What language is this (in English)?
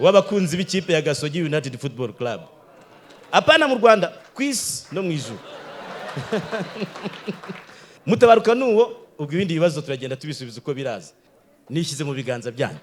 Kinyarwanda